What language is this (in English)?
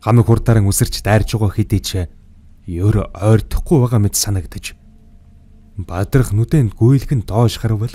Mongolian